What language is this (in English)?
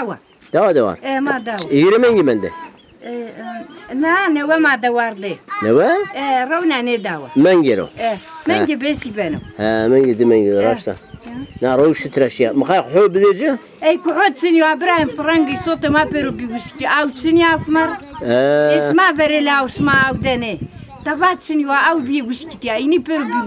Zaza